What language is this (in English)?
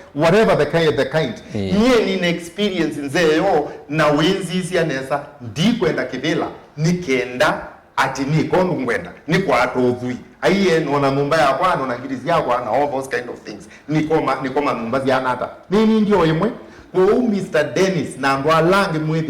Kamba